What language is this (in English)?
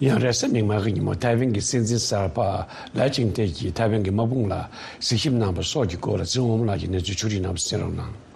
Tibetan